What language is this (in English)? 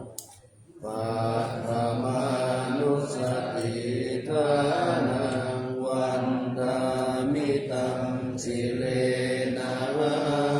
Pali